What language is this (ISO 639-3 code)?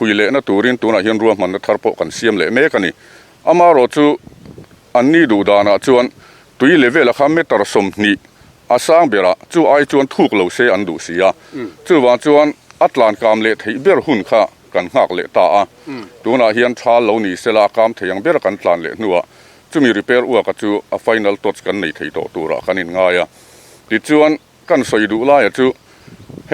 lus